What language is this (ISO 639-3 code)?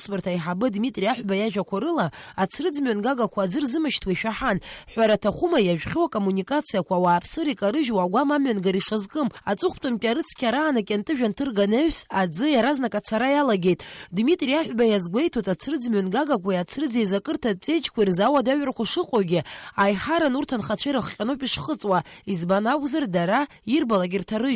abk